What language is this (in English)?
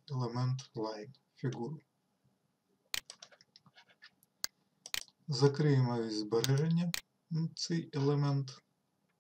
Ukrainian